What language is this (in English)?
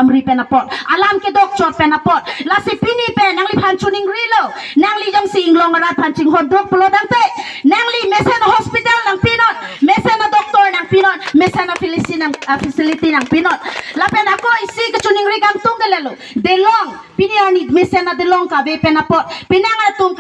Karbi